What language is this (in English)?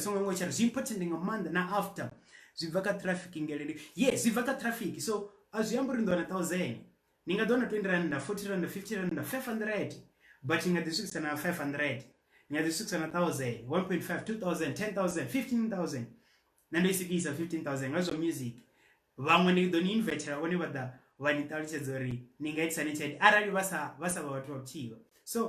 Venda